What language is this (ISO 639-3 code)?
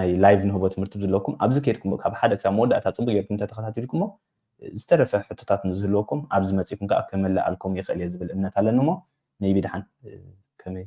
tir